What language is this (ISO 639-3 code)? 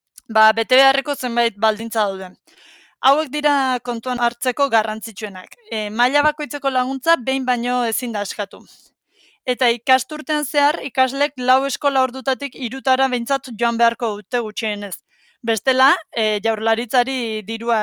eus